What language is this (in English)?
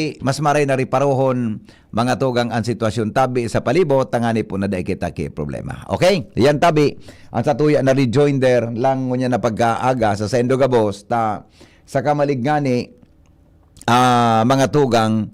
Bikol